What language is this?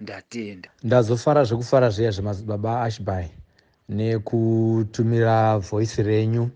Shona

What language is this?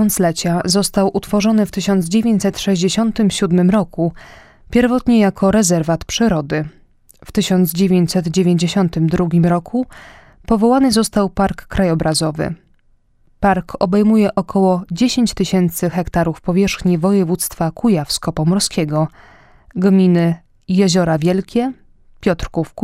Polish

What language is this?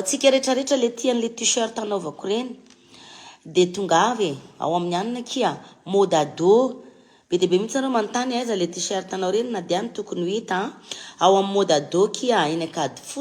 Malagasy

